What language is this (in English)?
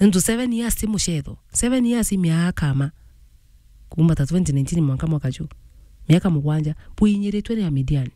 Meru